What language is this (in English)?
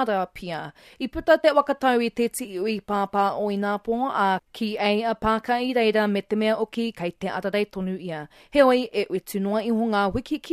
Māori